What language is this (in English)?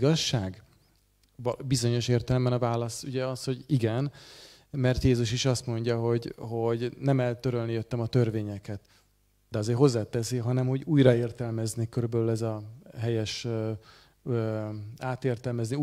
Hungarian